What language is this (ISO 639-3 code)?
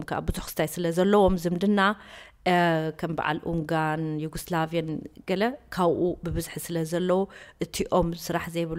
tir